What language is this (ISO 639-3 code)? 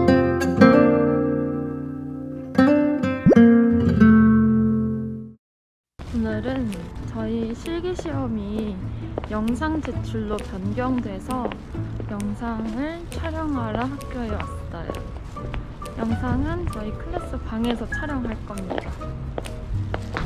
kor